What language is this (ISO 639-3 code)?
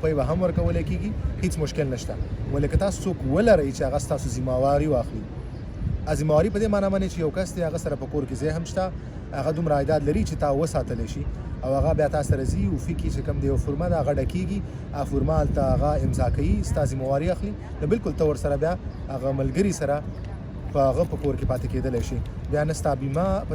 pus